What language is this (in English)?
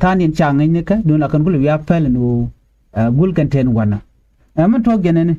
Nuer